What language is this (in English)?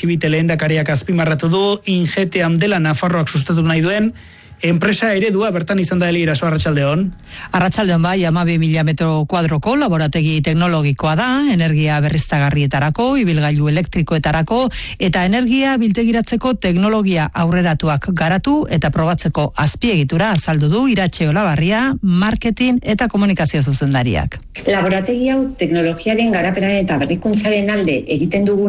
Basque